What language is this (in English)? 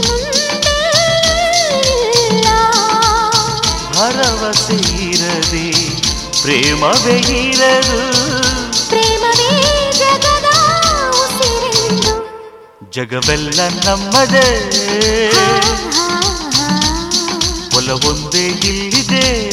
Kannada